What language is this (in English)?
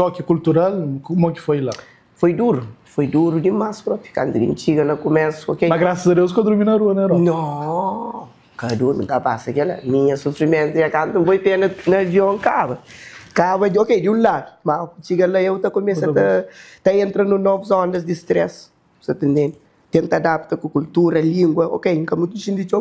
Kabuverdianu